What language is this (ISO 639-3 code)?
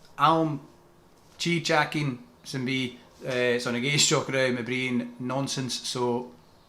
gla